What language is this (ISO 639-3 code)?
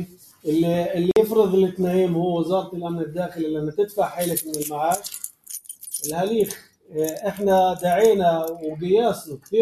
apc